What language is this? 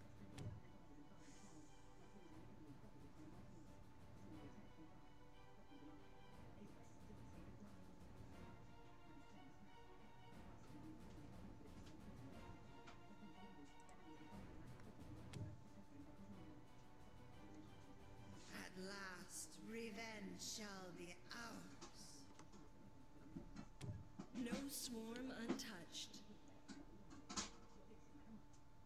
English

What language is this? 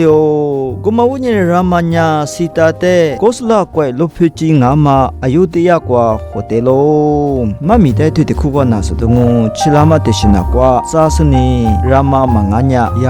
Lisu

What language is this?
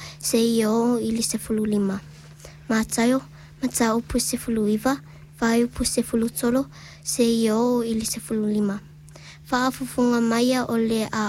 Samoan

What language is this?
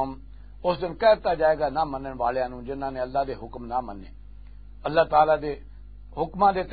Western Panjabi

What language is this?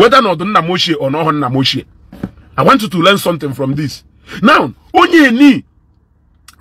Igbo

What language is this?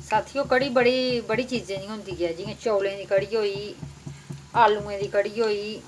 Dogri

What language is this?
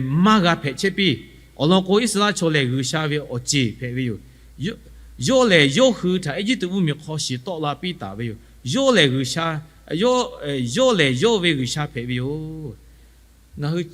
Lahu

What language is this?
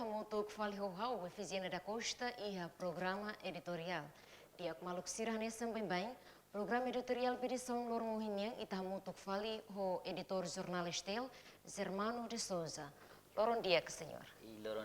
Tetum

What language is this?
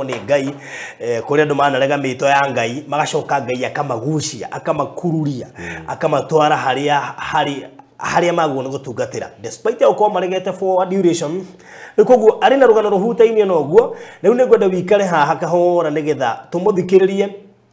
Kikuyu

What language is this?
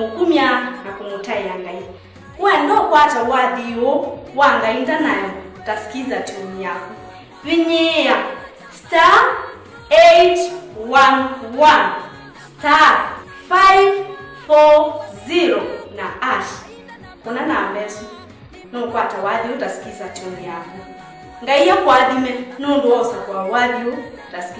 Kamba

